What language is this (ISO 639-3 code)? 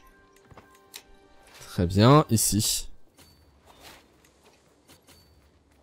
fra